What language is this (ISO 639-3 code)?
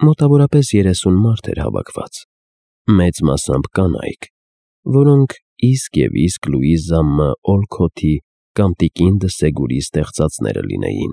hye